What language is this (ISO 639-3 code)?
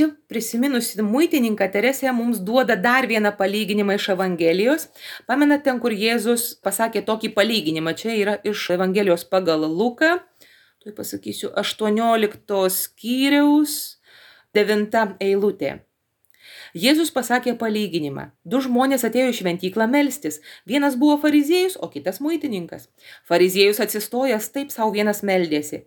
lit